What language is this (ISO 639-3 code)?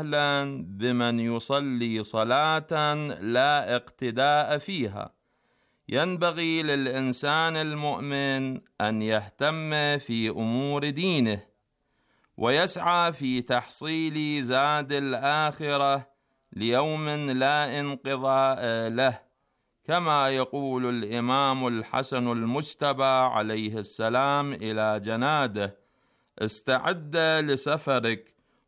ara